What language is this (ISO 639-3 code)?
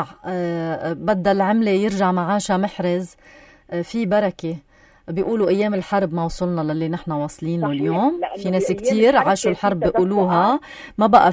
apc